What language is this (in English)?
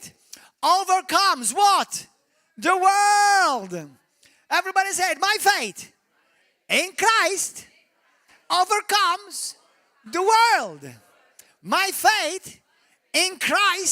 English